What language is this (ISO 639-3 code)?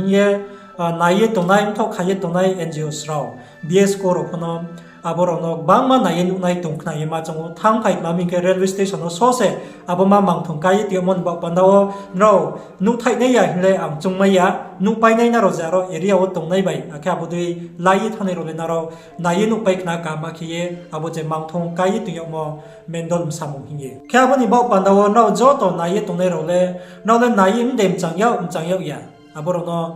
ria